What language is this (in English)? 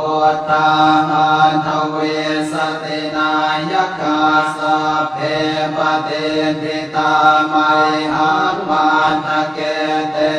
Pali